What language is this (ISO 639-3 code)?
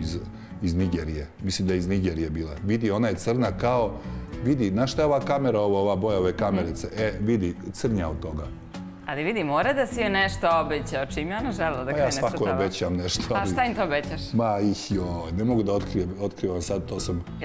srp